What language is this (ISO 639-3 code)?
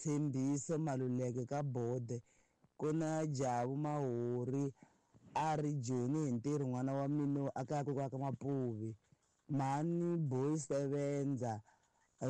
tso